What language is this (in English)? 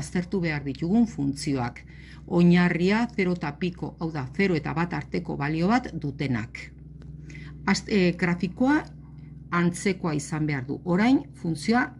Basque